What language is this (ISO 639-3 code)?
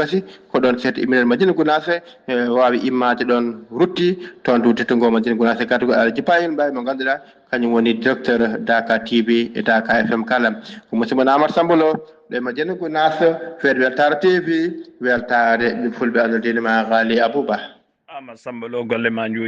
ful